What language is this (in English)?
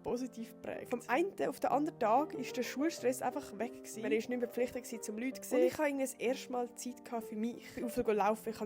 Swiss German